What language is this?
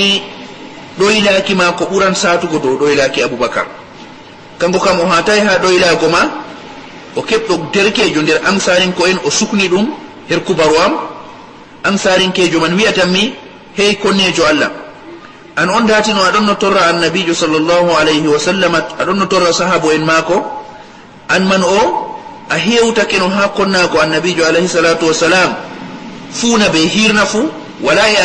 Fula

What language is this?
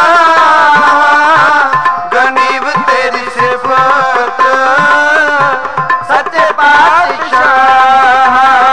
Punjabi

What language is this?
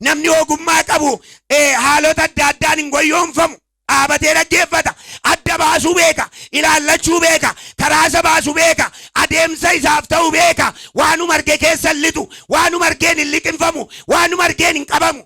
Oromo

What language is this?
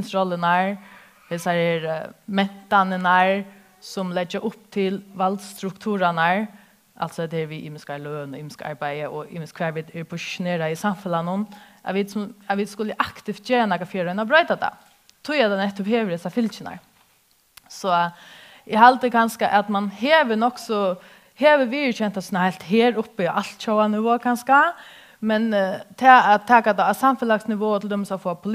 Faroese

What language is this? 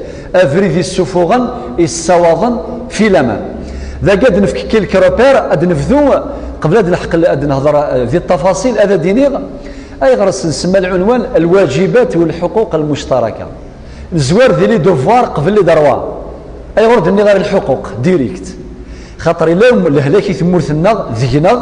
Kabyle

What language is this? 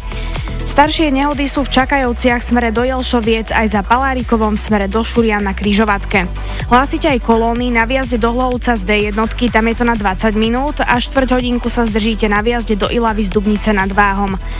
Slovak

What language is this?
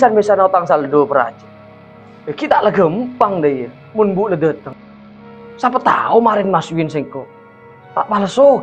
Madurese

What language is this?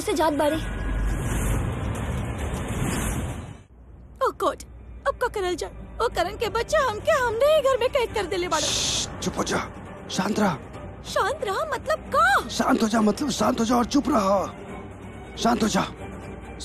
Bhojpuri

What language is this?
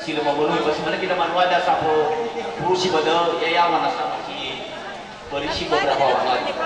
Nias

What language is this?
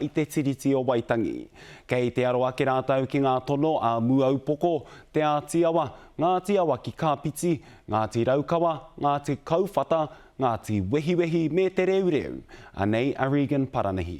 Māori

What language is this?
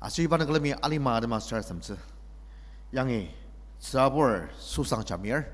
Ao Naga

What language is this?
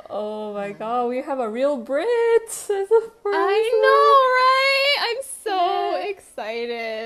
Japanese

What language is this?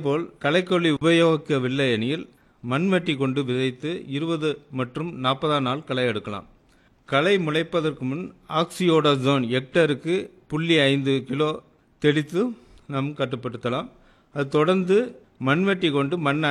Tamil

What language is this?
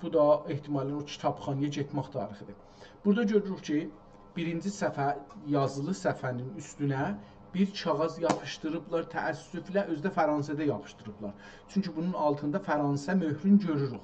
South Azerbaijani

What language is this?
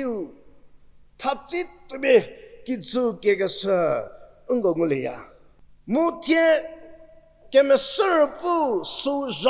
Angami Naga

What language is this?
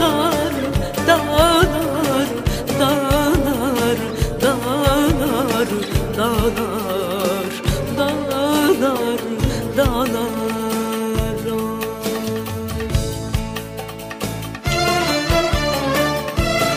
Turkish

